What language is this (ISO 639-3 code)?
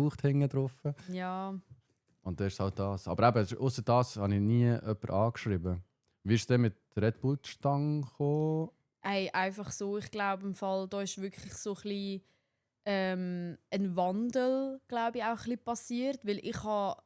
gsw